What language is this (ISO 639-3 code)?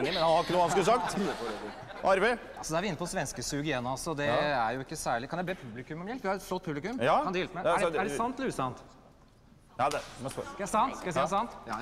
nor